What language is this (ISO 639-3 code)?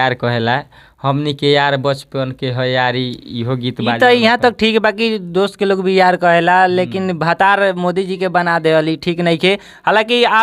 bho